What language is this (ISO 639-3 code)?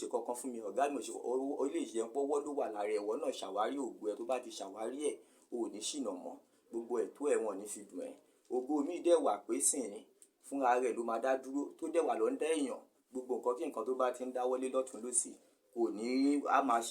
yor